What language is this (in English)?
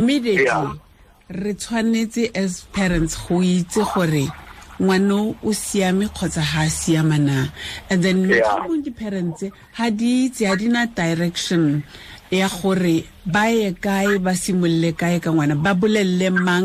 Tswana